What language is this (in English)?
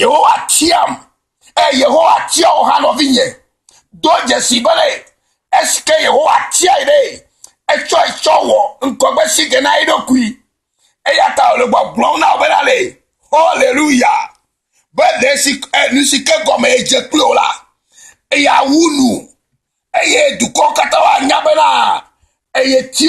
Ewe